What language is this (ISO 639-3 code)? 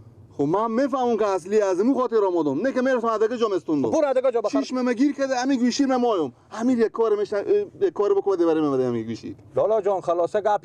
fas